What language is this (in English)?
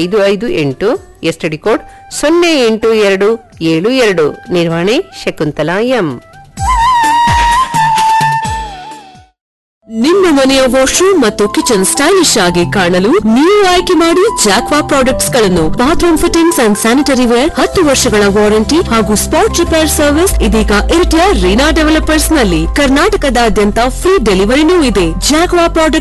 Kannada